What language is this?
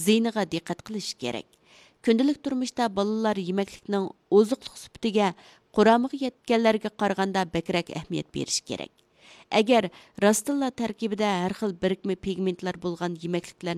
Uyghur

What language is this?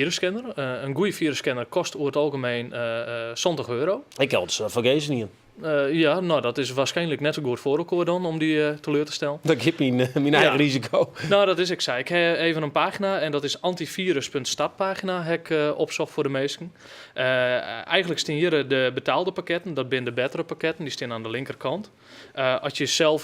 Western Frisian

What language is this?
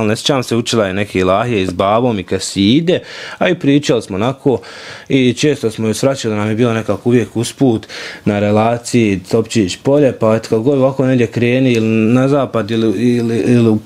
Bosnian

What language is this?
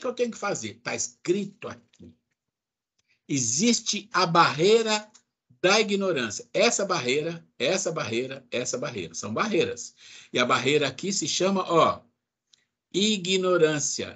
Portuguese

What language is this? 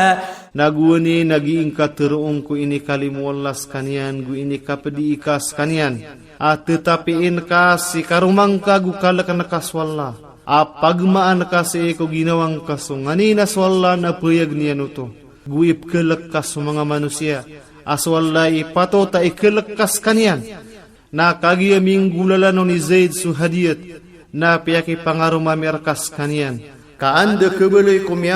Maranao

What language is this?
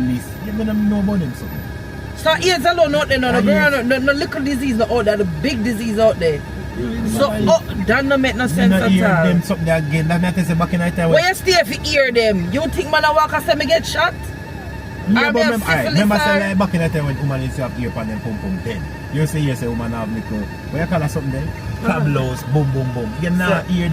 Jamaican Creole English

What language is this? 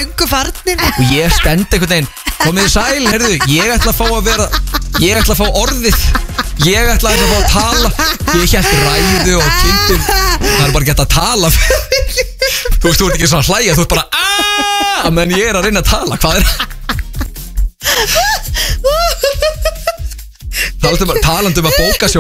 Icelandic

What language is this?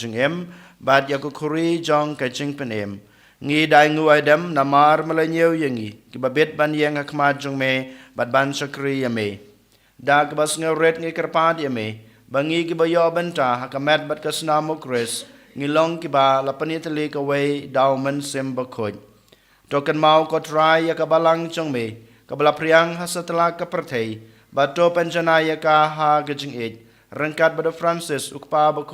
Khasi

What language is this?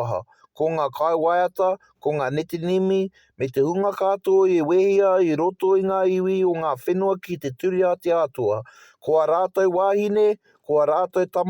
Māori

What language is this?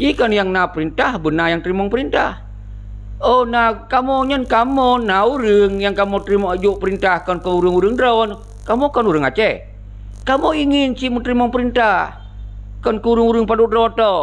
Achinese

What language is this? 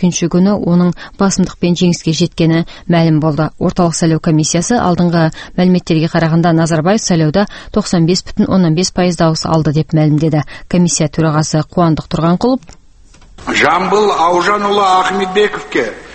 Kazakh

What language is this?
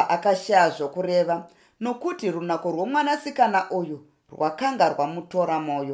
Shona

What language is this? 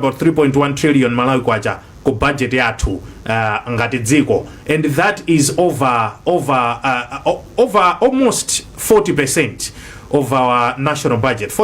Nyanja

